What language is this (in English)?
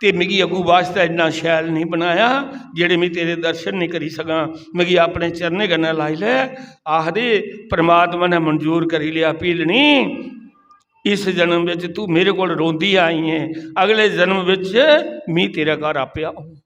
Dogri